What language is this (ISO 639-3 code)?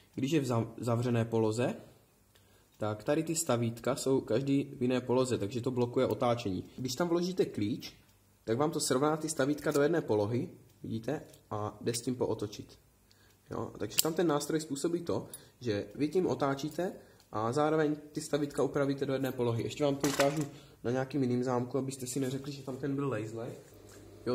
ces